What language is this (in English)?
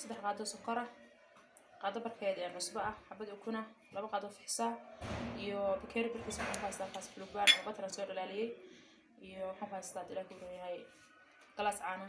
Somali